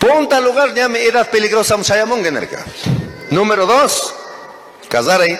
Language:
Chimborazo Highland Quichua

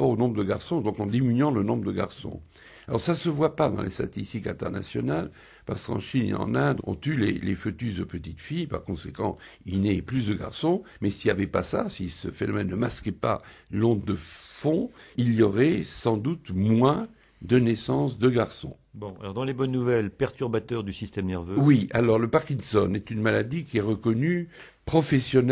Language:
French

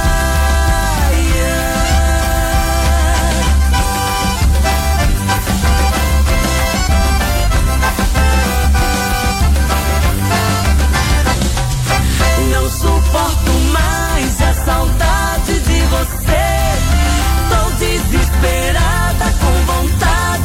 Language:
Portuguese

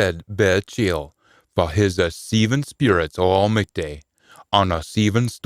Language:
Scots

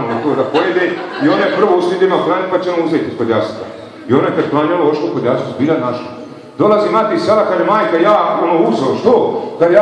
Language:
Bosnian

